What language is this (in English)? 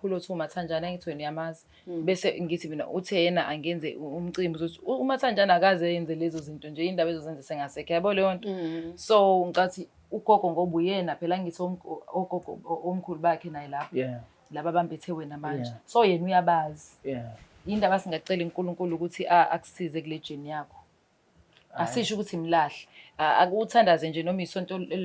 Zulu